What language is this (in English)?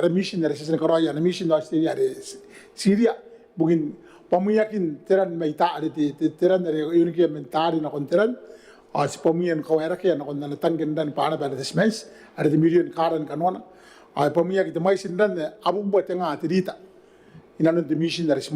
Gilbertese